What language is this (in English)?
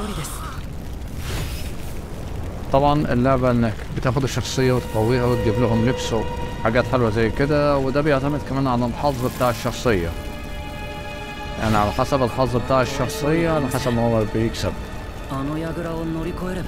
Egyptian Arabic